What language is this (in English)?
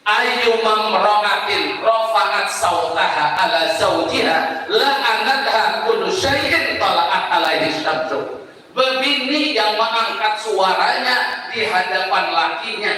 Banjar